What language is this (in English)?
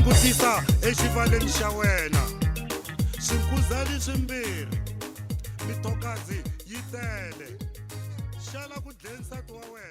Tsonga